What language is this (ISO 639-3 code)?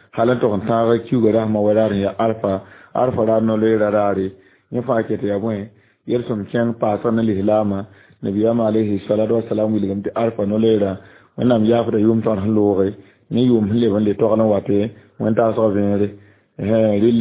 mos